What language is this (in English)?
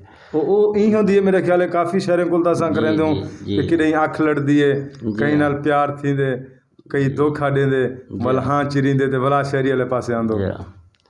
Saraiki